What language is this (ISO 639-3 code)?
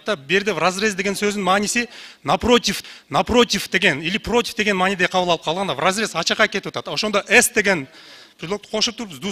kir